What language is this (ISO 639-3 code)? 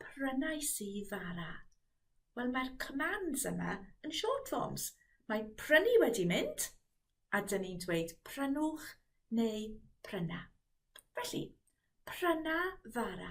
cym